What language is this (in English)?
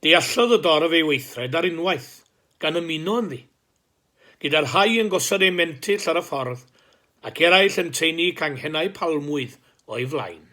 Welsh